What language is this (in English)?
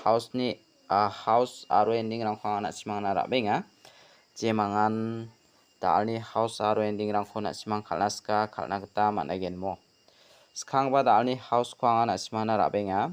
Garo